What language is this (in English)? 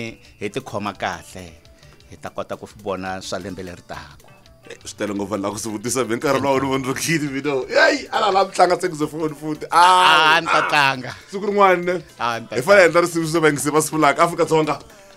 Tsonga